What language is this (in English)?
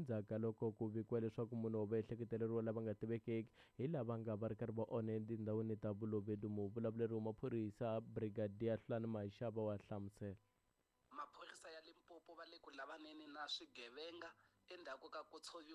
Tsonga